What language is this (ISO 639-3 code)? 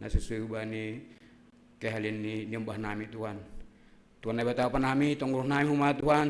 bts